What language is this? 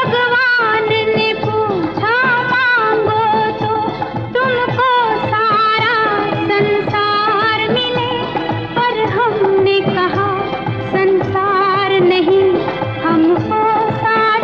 Hindi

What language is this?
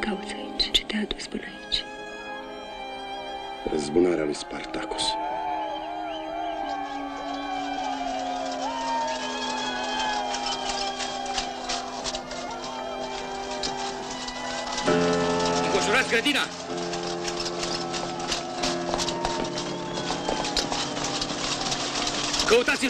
Romanian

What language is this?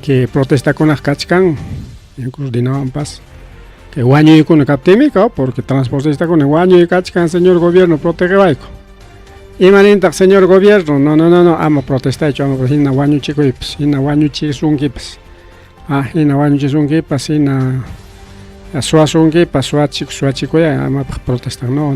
Ayacucho Quechua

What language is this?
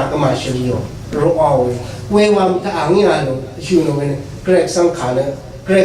Rawang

